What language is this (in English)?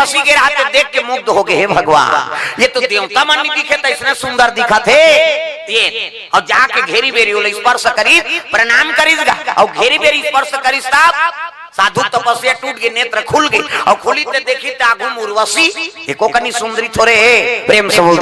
Chhattisgarhi